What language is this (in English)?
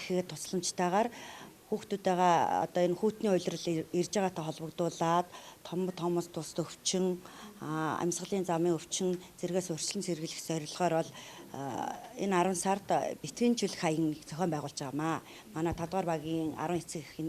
Mongolian